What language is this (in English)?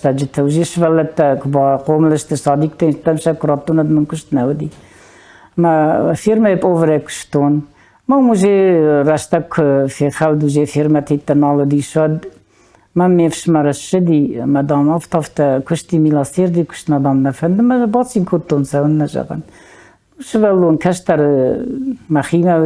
Ossetic